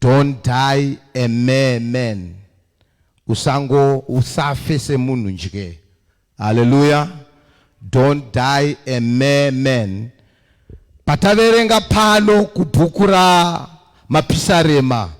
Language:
Shona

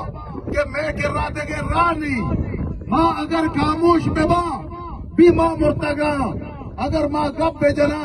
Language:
Baluchi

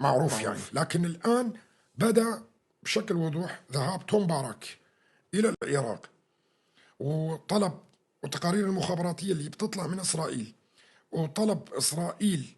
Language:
North Levantine Arabic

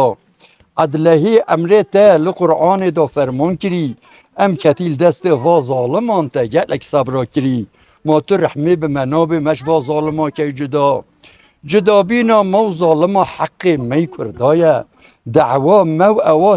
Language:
Kurdish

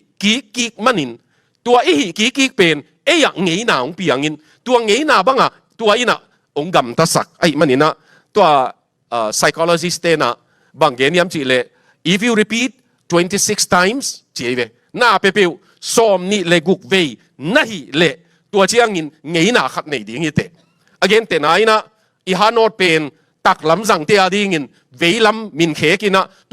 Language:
Tedim Chin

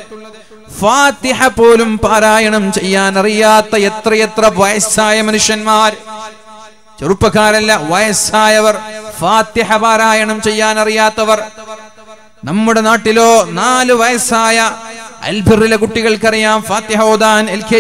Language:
Malayalam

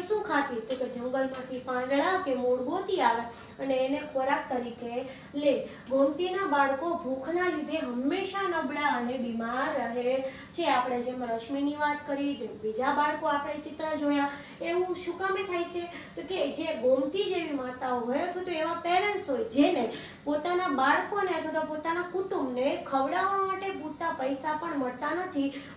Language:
Gujarati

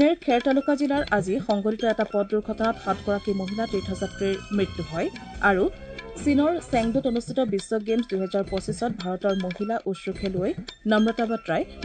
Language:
Assamese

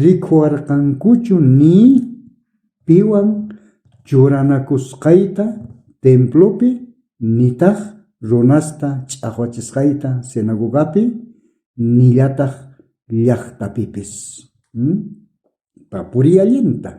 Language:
South Bolivian Quechua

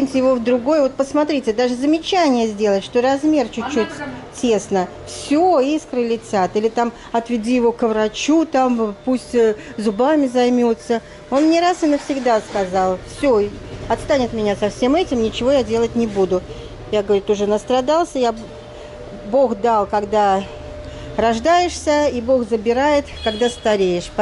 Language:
Russian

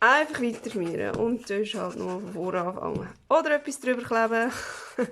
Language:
Swiss German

